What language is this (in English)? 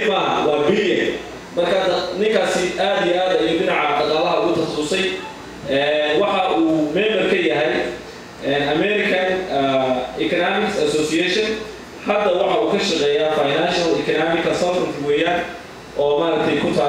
Somali